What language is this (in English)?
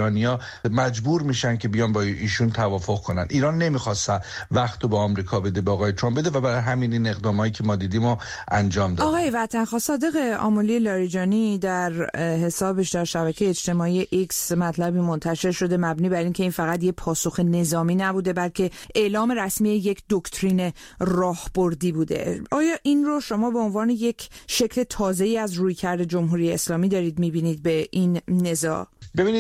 Persian